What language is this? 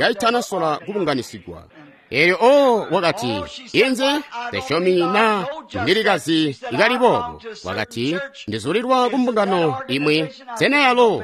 Tonga (Zambia)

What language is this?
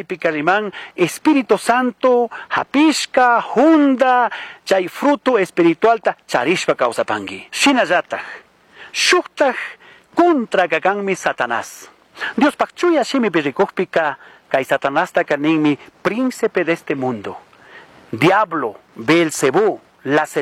Chimborazo Highland Quichua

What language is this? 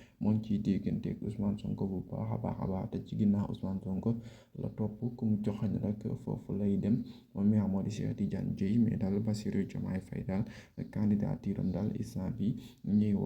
Wolof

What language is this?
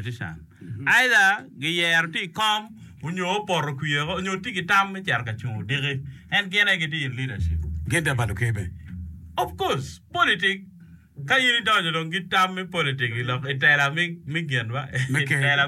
Acoli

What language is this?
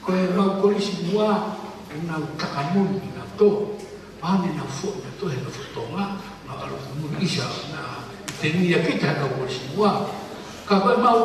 Tongan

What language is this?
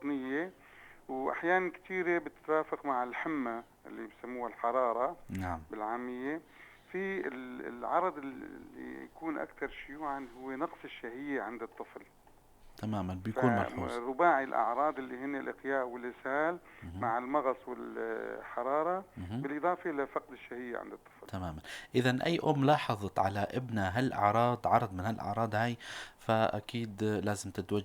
North Levantine Arabic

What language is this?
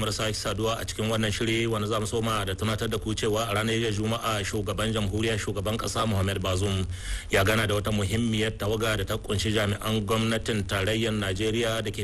Hausa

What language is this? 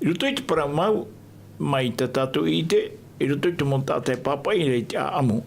Tahitian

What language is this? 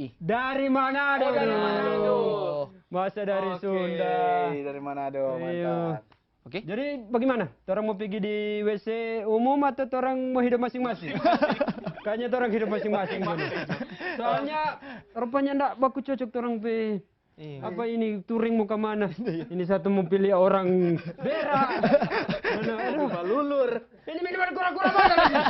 Manado Malay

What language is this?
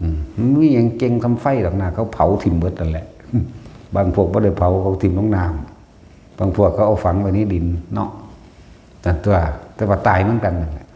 Northeastern Thai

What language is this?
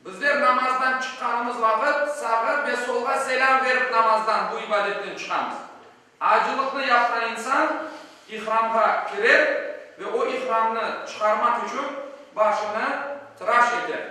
Crimean Tatar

